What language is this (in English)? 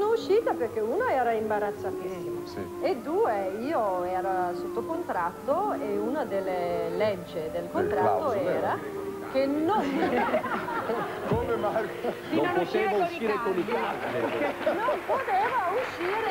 Italian